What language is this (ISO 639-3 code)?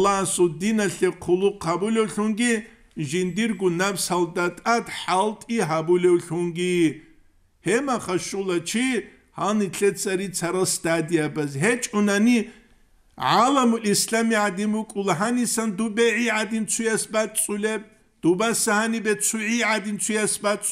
ava